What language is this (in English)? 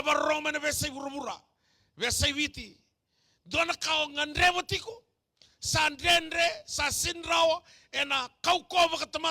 Fijian